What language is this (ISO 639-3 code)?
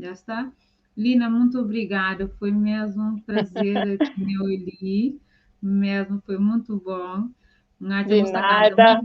kea